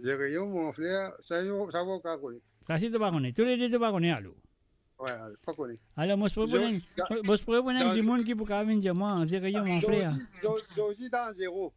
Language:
Morisyen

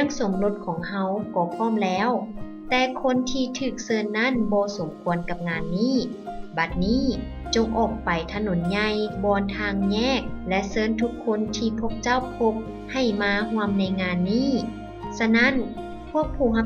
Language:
Lao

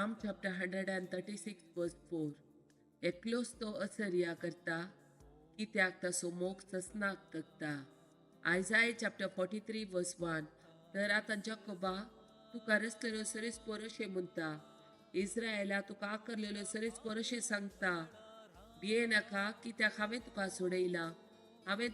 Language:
Konkani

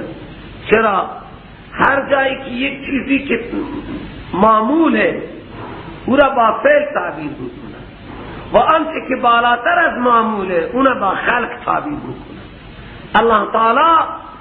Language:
Persian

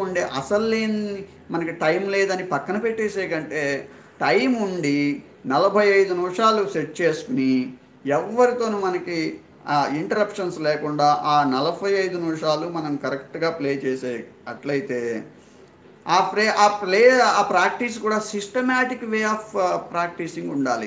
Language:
Telugu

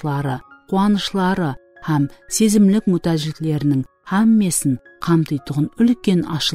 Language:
Kara-Kalpak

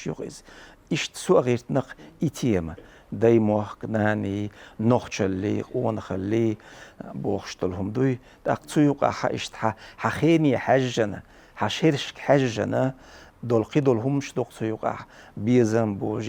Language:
Chechen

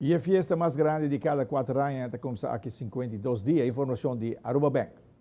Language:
Papiamento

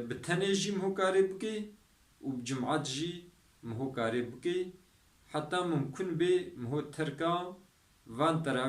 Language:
Kurdish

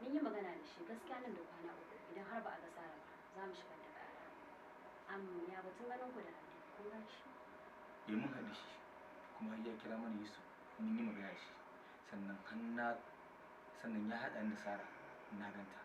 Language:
Hausa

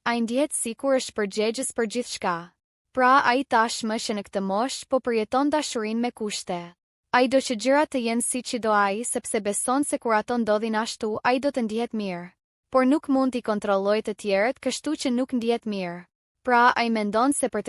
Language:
Albanian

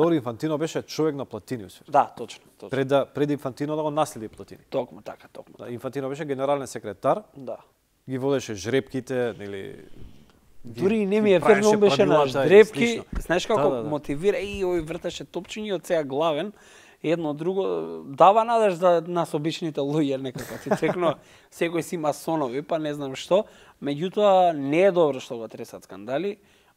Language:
Macedonian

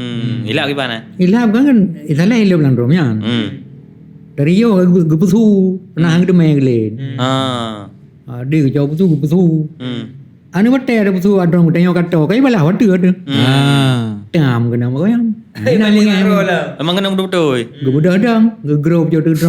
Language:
Achinese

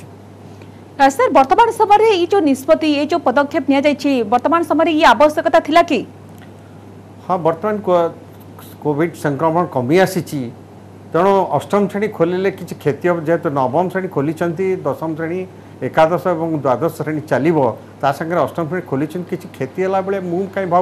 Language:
Odia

